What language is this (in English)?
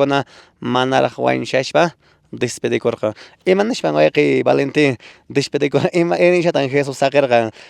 Quechua